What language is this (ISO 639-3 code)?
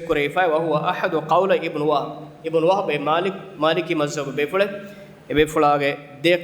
div